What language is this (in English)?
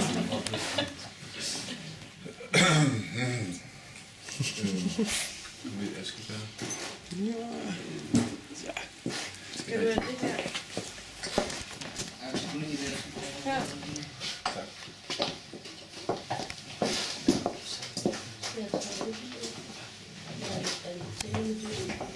Danish